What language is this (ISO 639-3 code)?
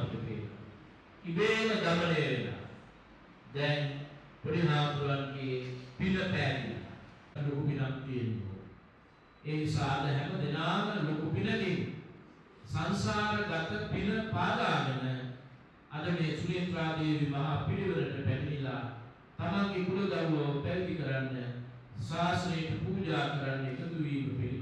sin